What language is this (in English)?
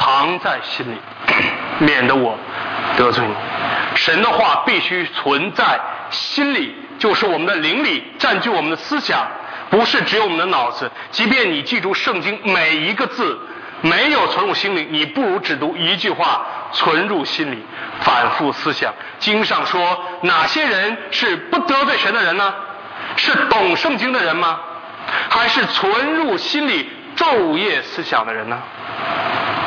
Chinese